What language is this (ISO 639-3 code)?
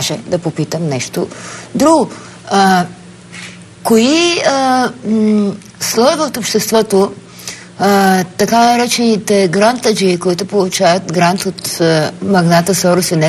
bul